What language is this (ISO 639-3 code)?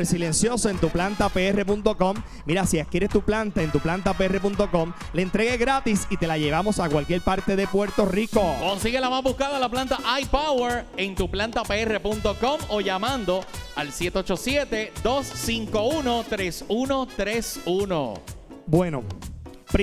spa